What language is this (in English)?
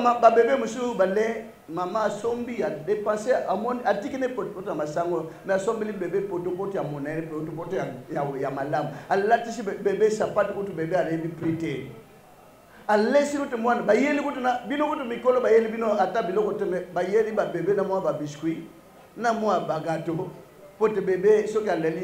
Lingala